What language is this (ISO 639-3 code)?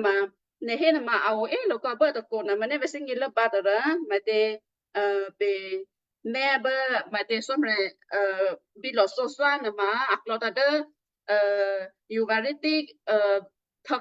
kyu